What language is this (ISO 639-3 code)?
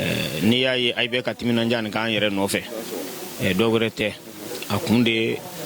bam